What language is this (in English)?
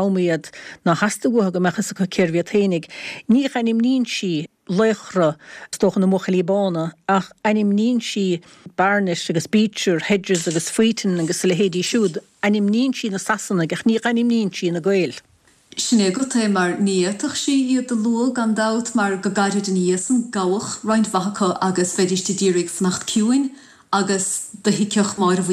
Irish